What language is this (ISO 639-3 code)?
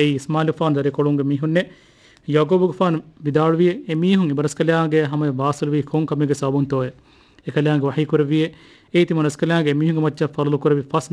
div